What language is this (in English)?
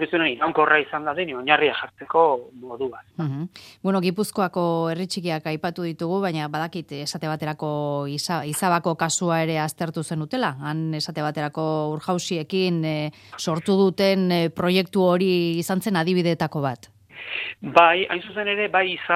Basque